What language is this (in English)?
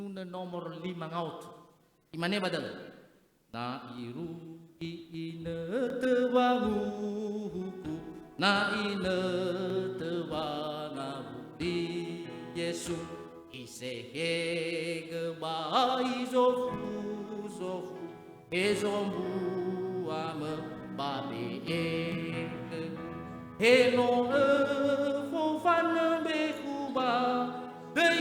Nias